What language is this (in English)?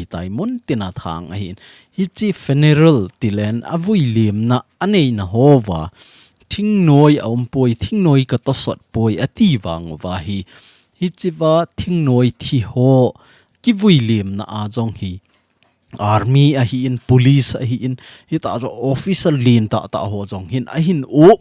Thado Chin